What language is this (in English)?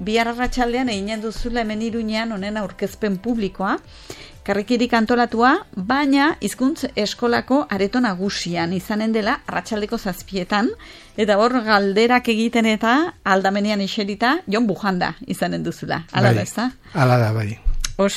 Basque